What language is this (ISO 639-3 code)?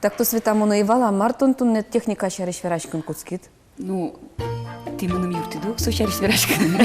udm